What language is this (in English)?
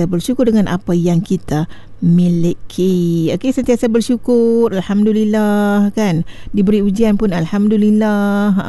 Malay